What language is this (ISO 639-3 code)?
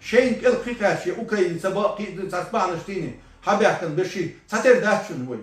che